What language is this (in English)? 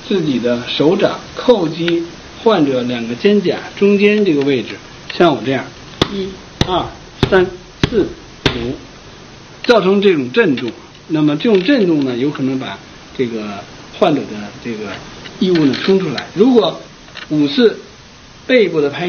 Chinese